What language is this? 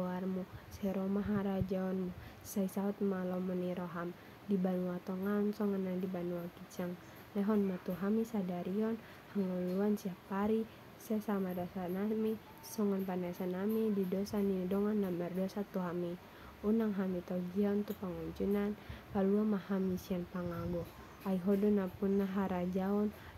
Batak Toba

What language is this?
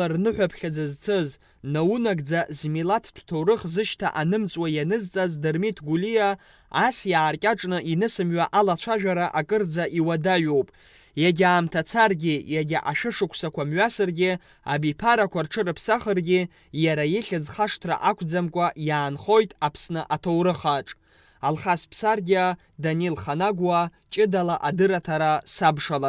Abkhazian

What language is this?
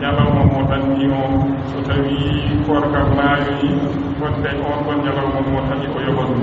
Fula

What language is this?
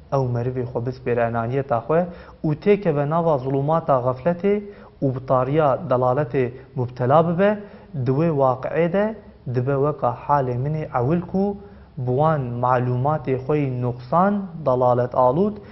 Kurdish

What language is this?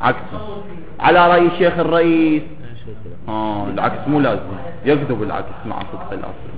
Mesopotamian Arabic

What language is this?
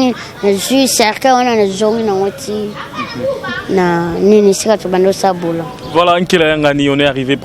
Lingala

